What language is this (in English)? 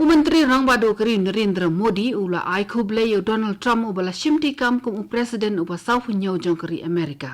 Khasi